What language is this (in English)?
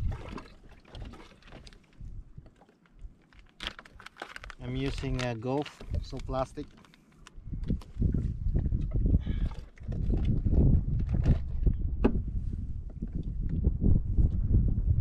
English